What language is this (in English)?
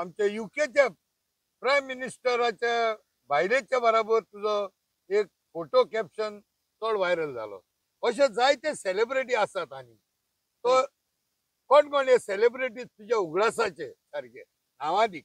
Konkani